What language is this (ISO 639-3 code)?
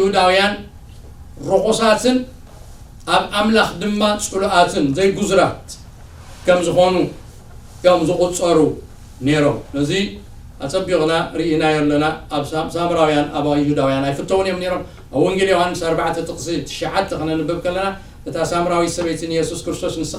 tir